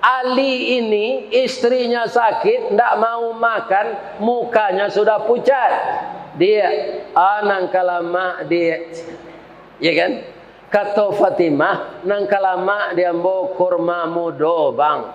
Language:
Minangkabau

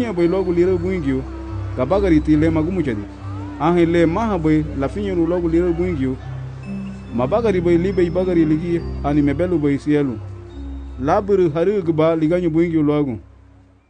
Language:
Garifuna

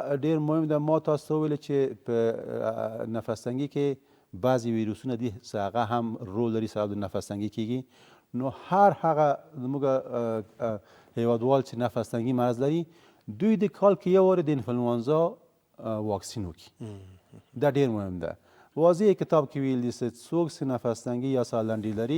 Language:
Pashto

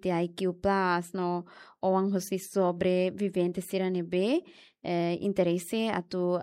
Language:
Tetum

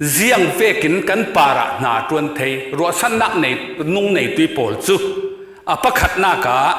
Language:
Falam Chin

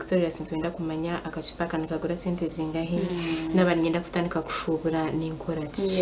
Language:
Nyankole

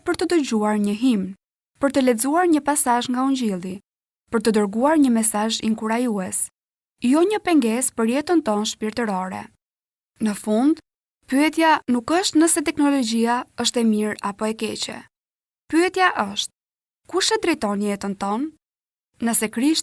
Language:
Albanian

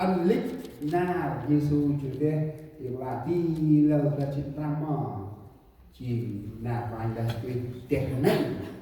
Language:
Central Mnong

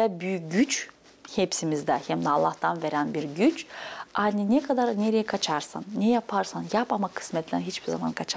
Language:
Gagauz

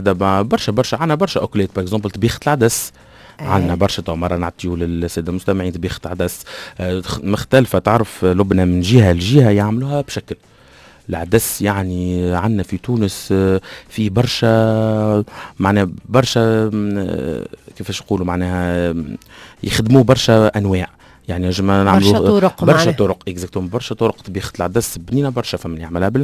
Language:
Tunisian Arabic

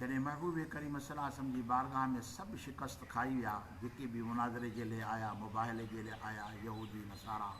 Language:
Sindhi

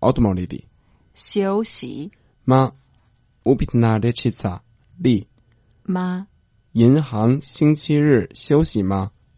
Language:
Croatian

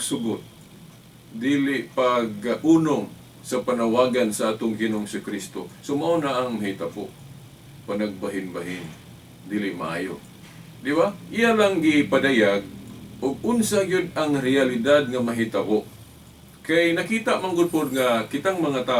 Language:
Cebuano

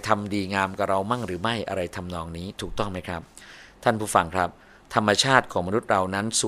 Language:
Thai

